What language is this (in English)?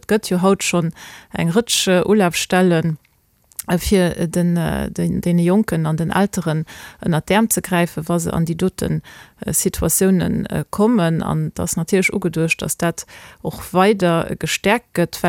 Luxembourgish